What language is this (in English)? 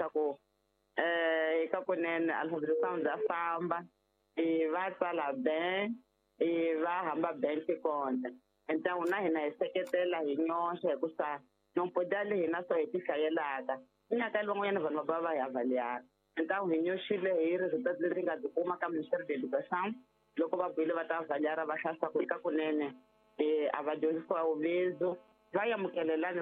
Tsonga